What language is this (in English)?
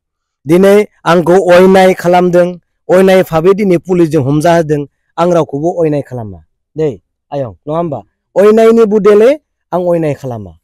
Bodo